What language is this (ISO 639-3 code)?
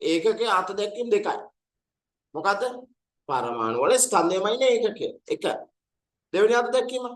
sin